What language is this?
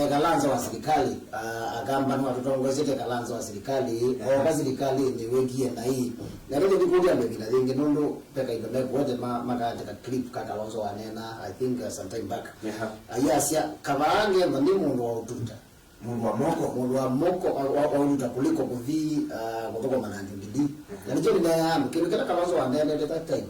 Kamba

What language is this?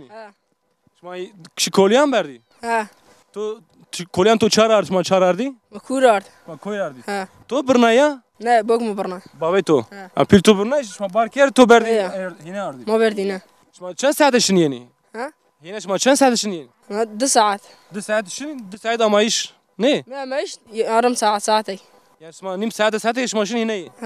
Zaza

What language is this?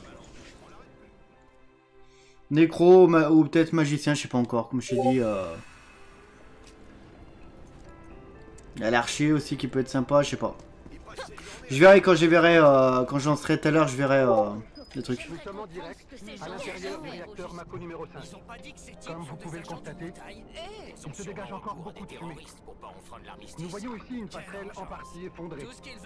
French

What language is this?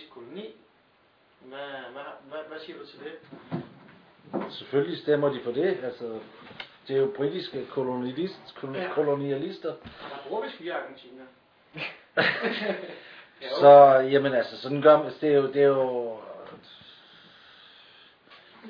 Danish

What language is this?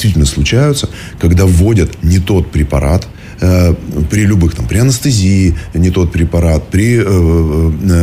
Russian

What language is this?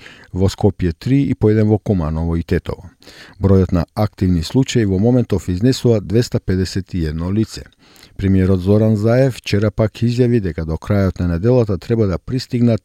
Macedonian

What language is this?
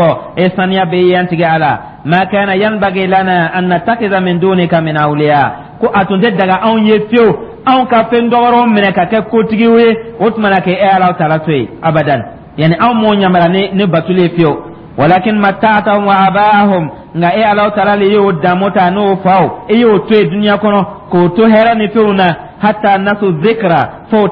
Dyula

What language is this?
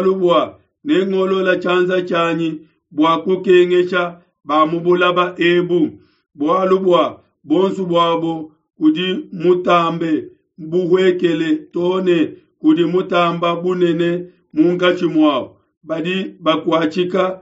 Luba-Lulua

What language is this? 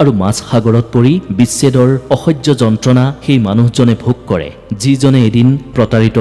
Assamese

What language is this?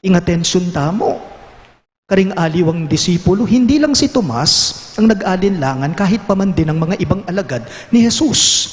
Pampanga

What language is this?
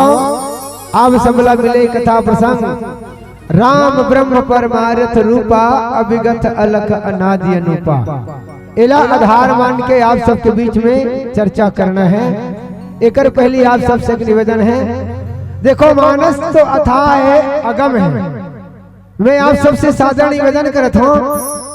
Chhattisgarhi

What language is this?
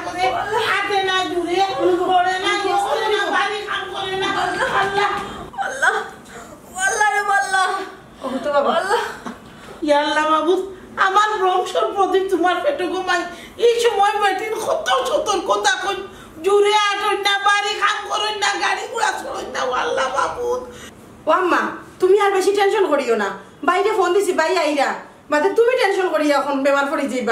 Sylheti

